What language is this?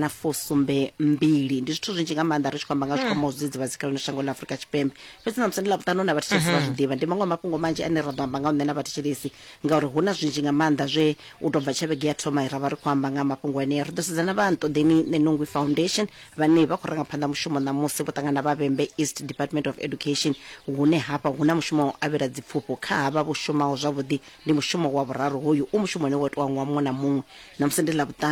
Venda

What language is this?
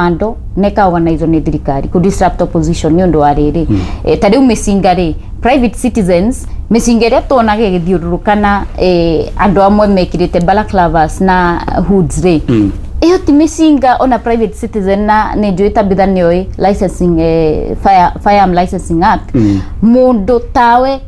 Kikuyu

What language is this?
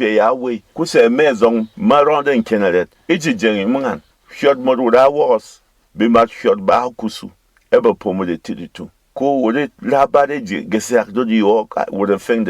Berom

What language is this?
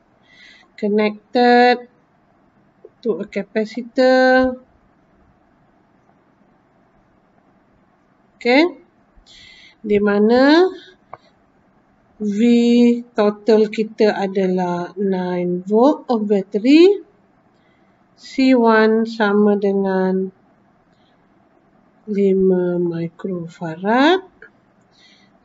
Malay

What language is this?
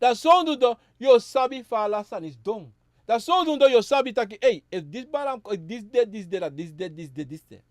Sranan Tongo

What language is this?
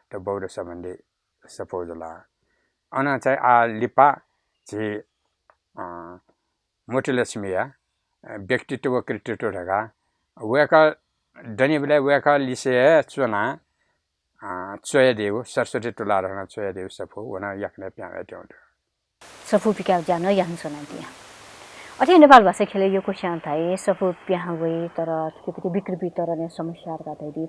Newari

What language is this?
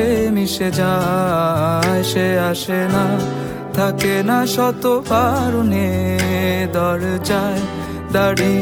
Bangla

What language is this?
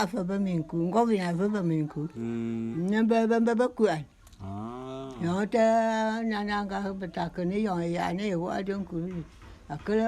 Bulu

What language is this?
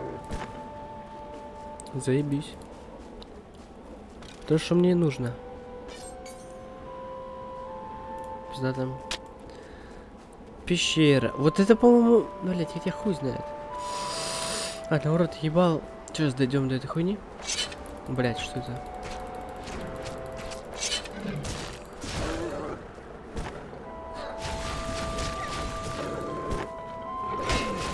Russian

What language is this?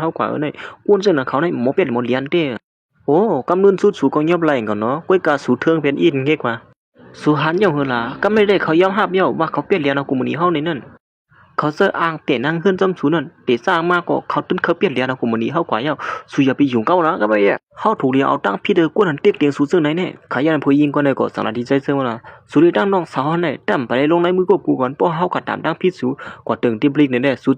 Shan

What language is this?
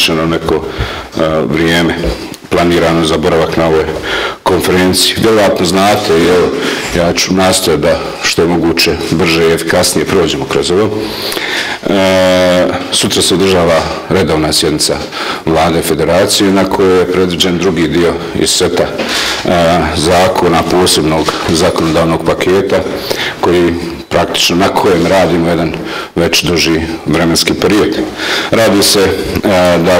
Bosnian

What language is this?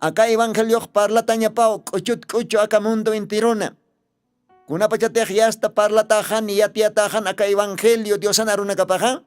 Aymara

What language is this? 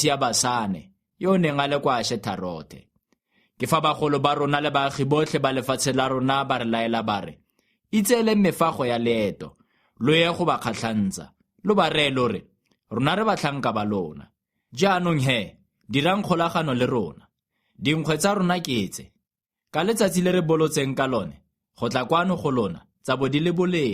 Tswana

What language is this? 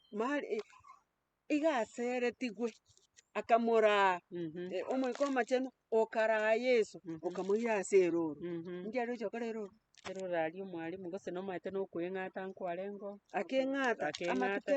Gusii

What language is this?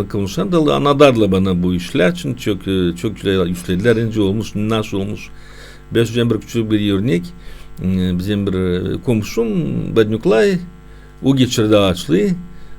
Gagauz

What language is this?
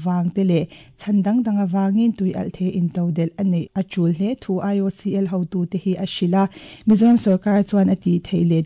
Mizo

